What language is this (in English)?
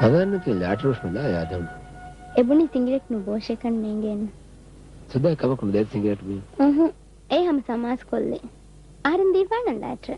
Divehi